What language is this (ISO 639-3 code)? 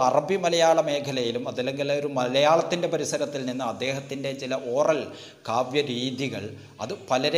mal